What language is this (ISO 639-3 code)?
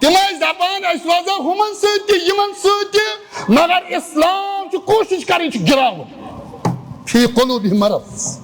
kas